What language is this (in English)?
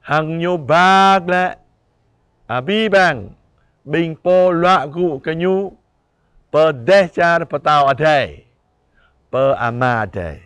Jarai